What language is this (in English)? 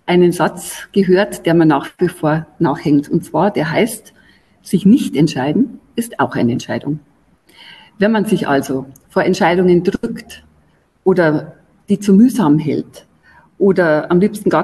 German